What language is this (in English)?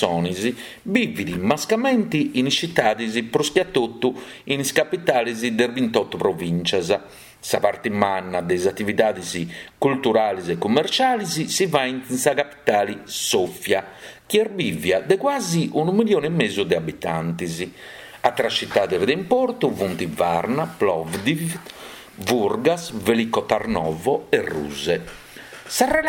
Sardinian